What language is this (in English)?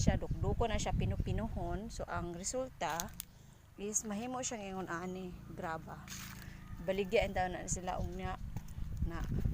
Cebuano